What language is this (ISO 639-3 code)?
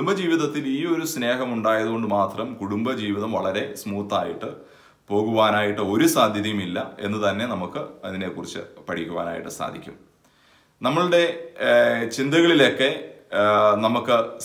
mal